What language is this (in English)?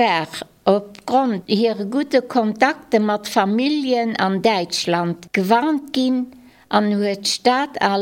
Luxembourgish